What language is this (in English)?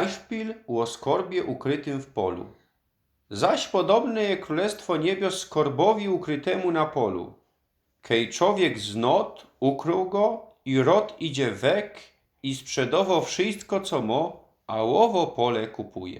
Silesian